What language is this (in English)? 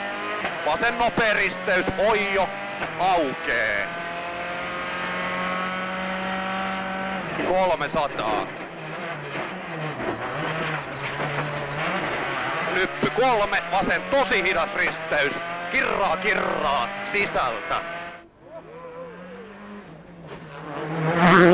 Finnish